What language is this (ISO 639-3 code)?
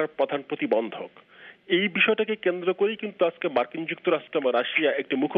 ben